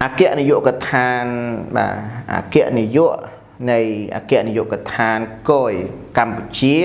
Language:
Khmer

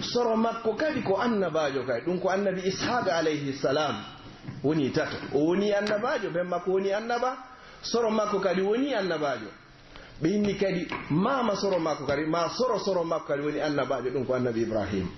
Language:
Pular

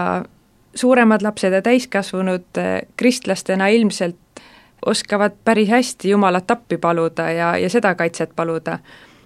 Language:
Estonian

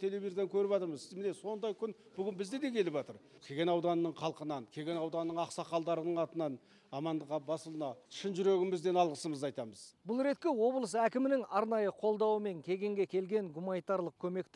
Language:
Kazakh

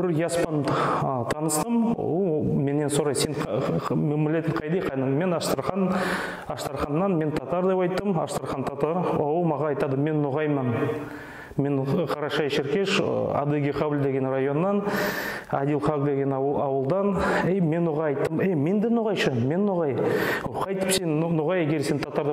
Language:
Nogai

